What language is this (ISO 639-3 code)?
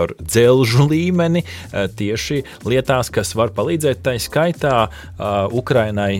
lav